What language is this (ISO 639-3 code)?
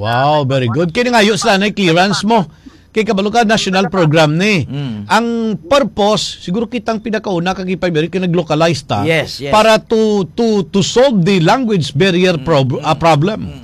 hil